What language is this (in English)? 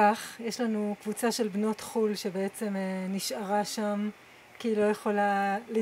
Hebrew